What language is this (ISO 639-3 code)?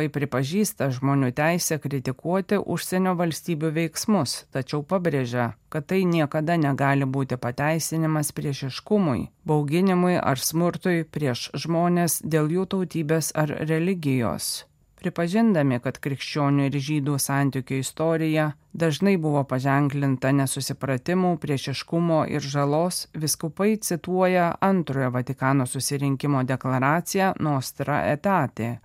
lit